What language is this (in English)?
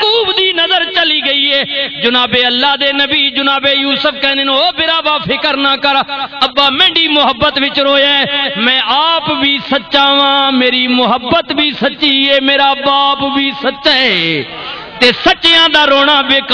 Western Panjabi